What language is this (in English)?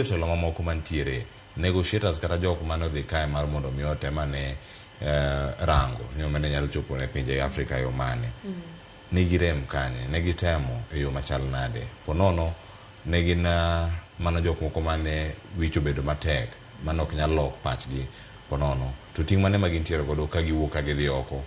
Luo (Kenya and Tanzania)